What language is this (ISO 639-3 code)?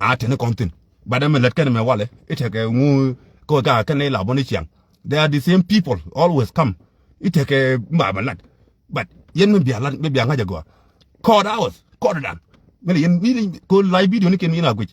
nus